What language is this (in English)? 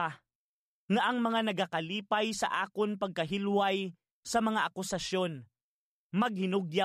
Hiligaynon